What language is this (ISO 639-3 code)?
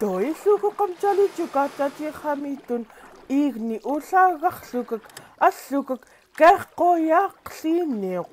esu